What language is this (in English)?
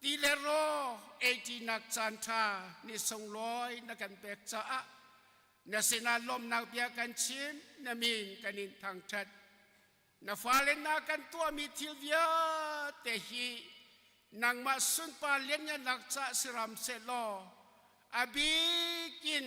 Hakha Chin